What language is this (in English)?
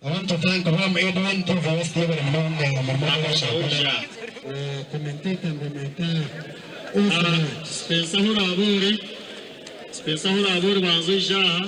Nyankole